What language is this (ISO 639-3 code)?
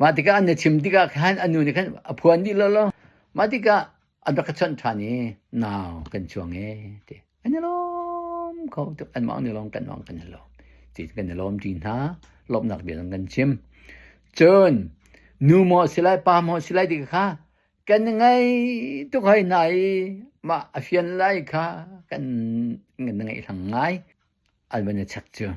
cnh